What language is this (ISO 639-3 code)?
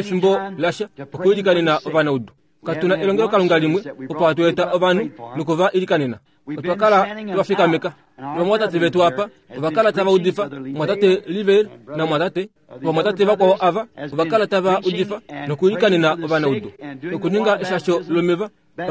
kua